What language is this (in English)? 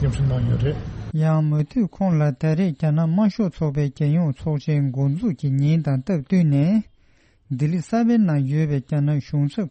Tibetan